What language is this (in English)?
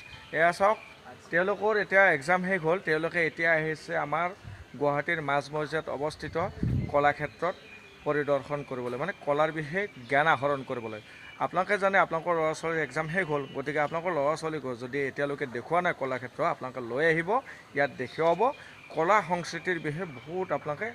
Assamese